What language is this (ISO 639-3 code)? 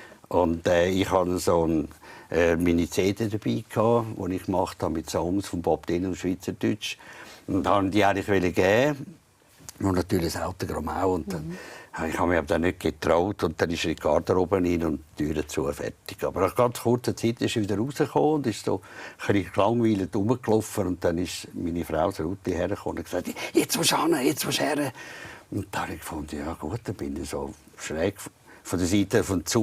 gsw